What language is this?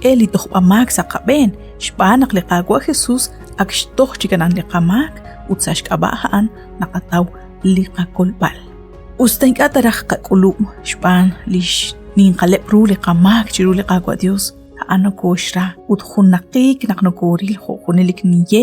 Kekchí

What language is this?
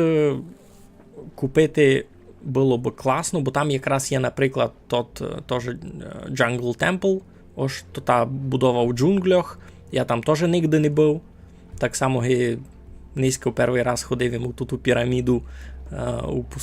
Rusyn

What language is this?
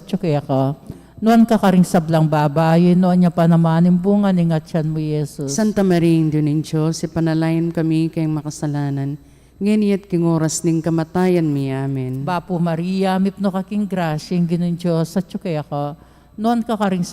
Pampanga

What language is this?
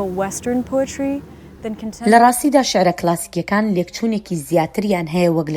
Central Kurdish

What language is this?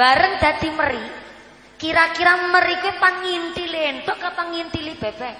Javanese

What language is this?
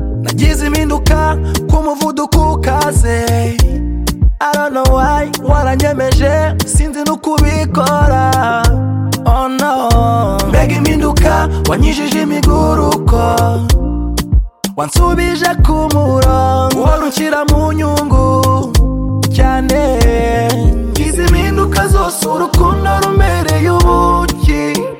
Kinyarwanda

